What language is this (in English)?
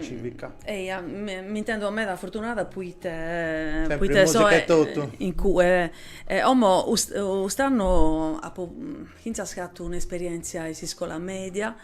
Sardinian